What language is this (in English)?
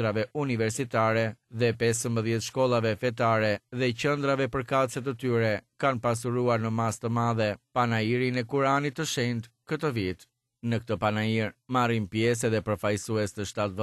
Albanian